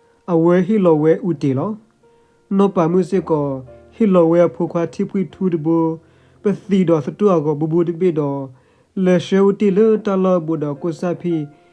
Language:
S'gaw Karen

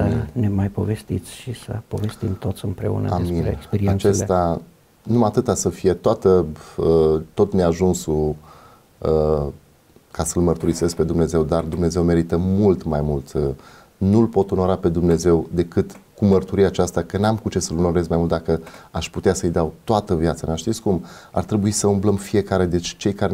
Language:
Romanian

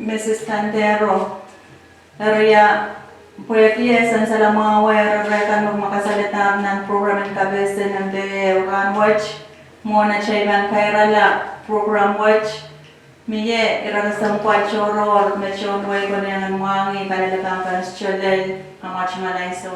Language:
Pohnpeian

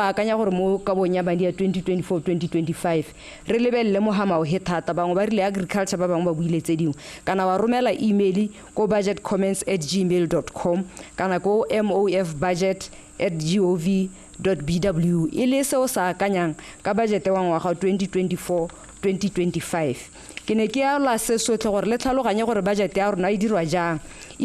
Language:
Tswana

